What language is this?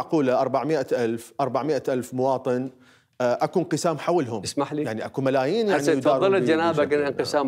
Mesopotamian Arabic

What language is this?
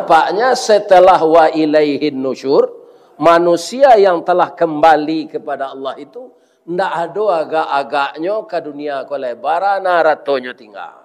Minangkabau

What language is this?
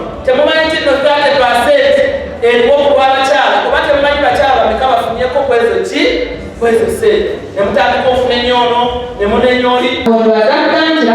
Nyankole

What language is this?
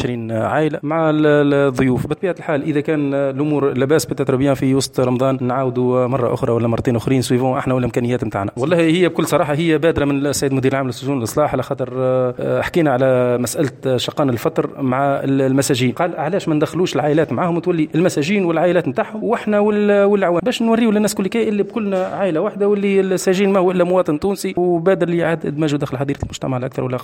Tunisian Arabic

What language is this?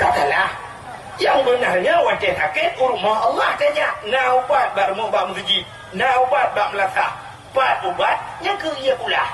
Achinese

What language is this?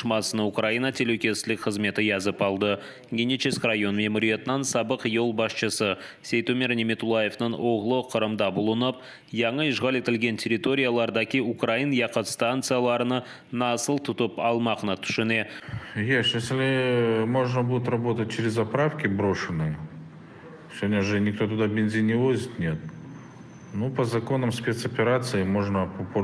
Crimean Tatar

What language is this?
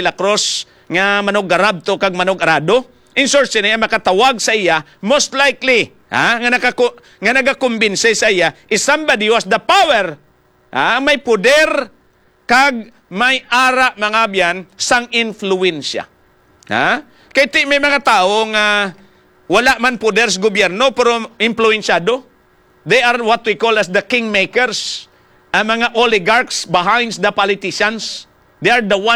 Hiligaynon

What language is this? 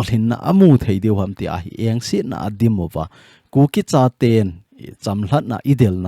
Thado Chin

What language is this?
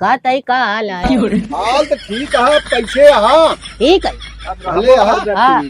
Awadhi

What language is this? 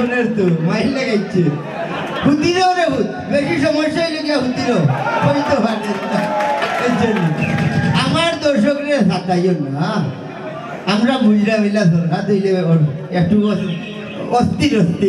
Sylheti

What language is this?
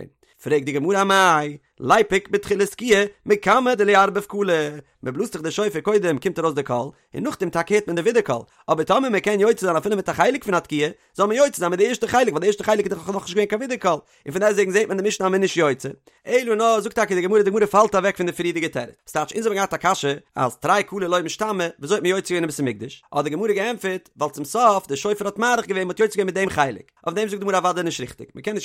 Yiddish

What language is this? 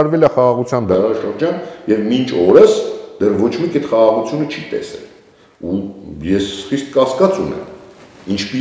Armenian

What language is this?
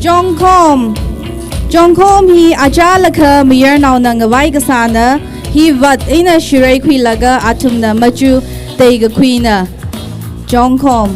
Tangkhul Naga (India)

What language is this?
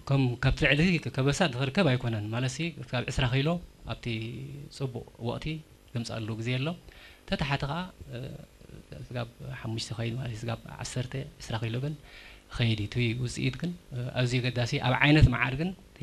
Tigrinya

